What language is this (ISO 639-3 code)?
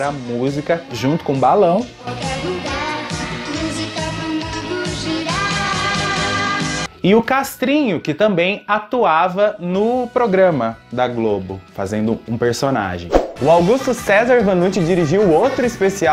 por